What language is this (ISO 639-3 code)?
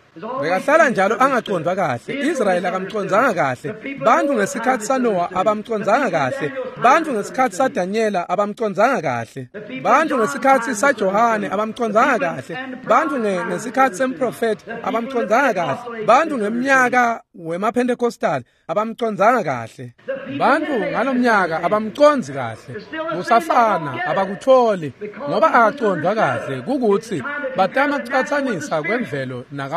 ssw